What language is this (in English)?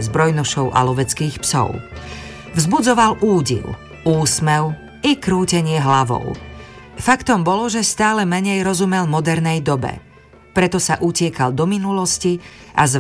Slovak